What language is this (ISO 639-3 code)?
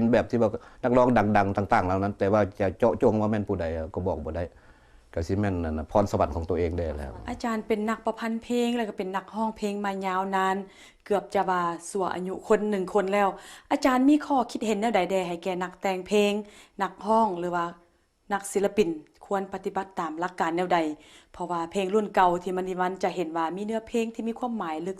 lao